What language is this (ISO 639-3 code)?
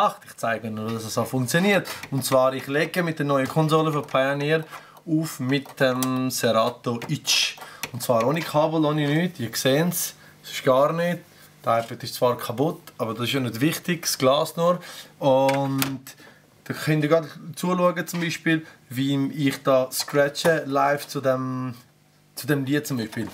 gsw